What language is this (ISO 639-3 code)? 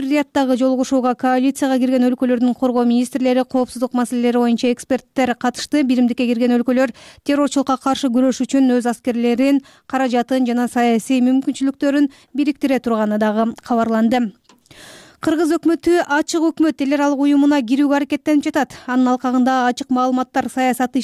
kir